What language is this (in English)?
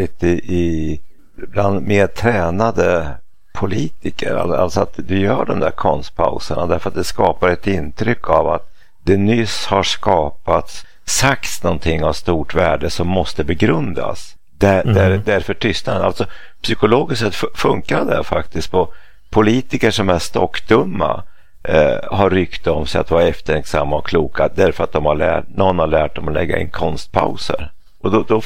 Swedish